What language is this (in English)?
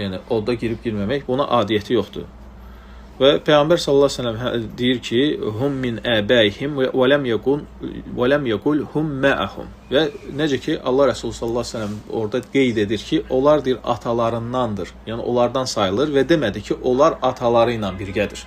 Azerbaijani